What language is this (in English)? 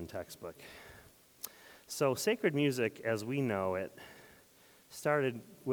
English